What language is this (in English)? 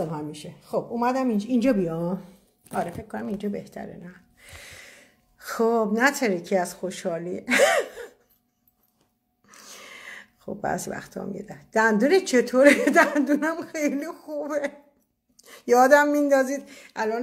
Persian